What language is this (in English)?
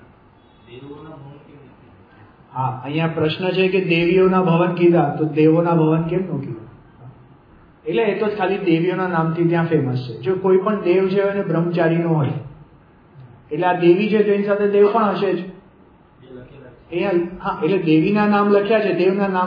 Gujarati